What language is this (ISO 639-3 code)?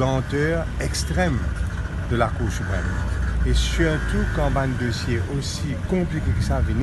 mfe